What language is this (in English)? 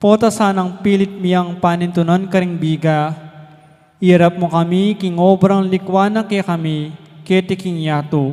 Pampanga